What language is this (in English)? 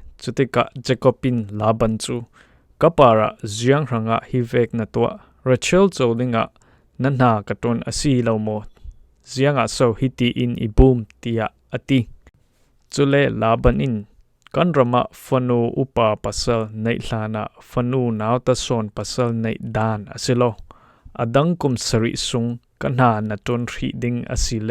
Falam Chin